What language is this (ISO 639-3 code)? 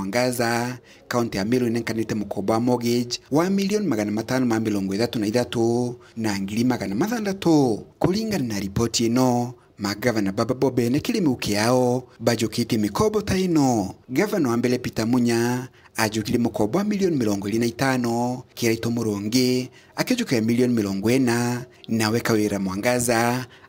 mer